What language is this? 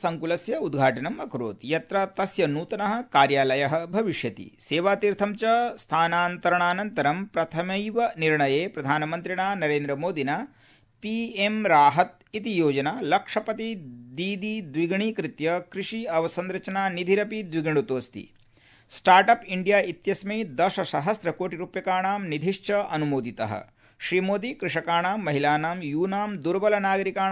Sanskrit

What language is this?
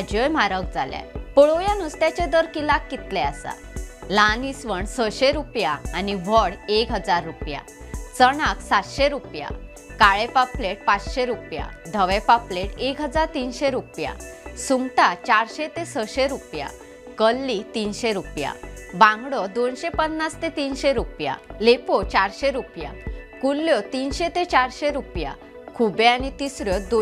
Konkani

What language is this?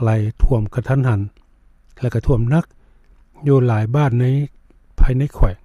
Lao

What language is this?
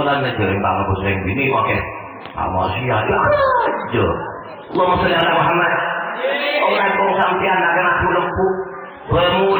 Madurese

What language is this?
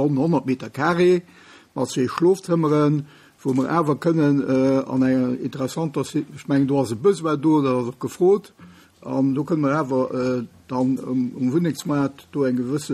Luxembourgish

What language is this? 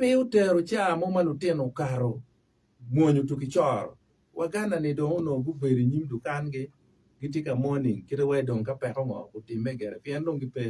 Acoli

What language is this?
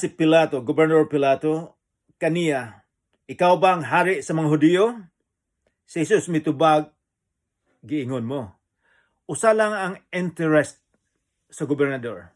Cebuano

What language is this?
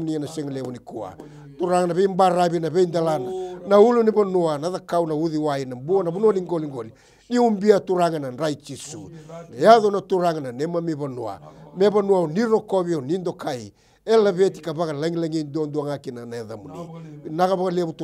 Fijian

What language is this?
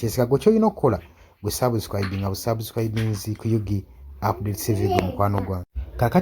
Ganda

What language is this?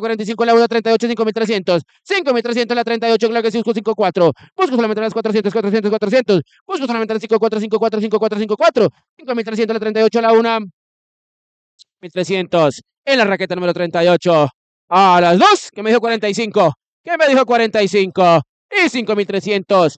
Spanish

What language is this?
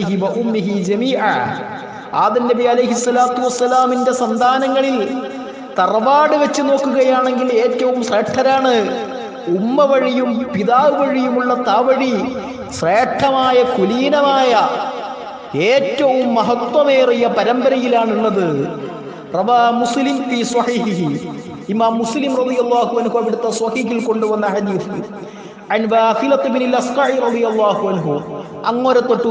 Malayalam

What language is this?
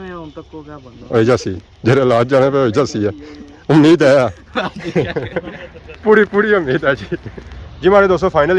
Pahari-Potwari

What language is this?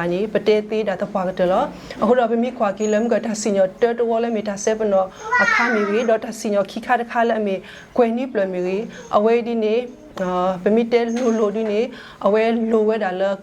S'gaw Karen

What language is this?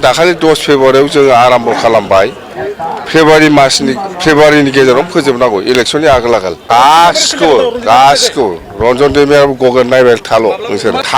Bodo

